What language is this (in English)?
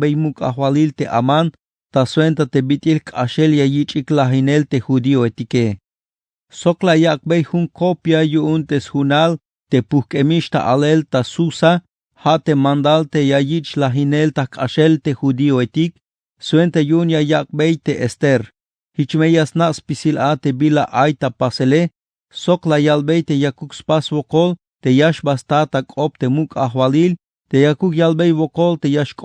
Tzeltal